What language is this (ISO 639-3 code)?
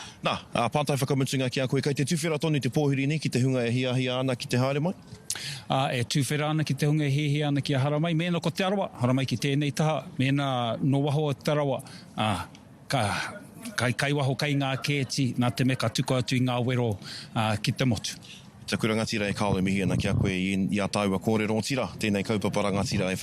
mri